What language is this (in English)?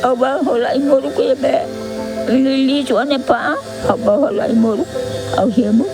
Tetum